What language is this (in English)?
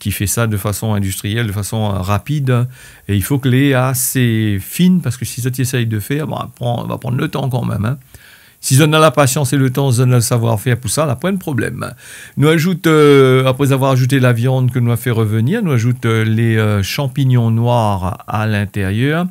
Réunion Creole French